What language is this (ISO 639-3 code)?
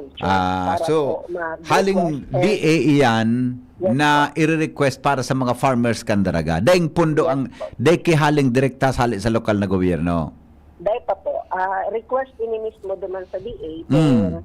bik